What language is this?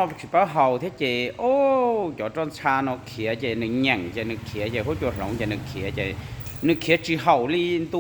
Hmong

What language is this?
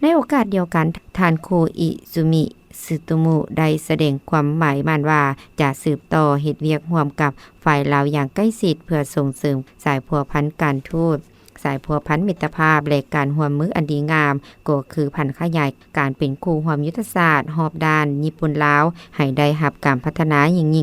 Lao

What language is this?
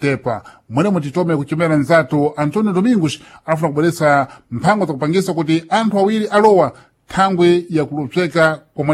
Sena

